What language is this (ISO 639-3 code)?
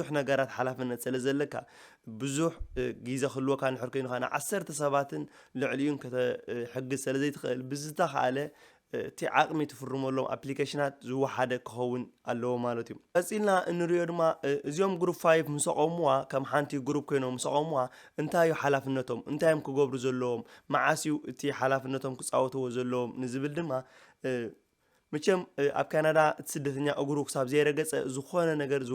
tir